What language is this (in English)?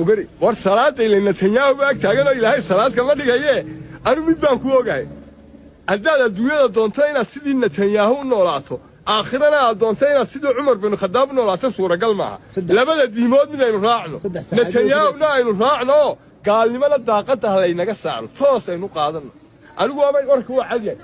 Somali